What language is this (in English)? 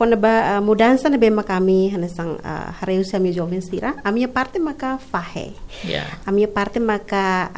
Tetum